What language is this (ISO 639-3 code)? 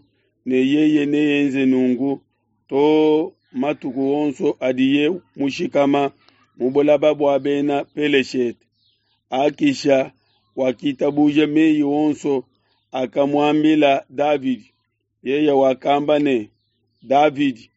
lua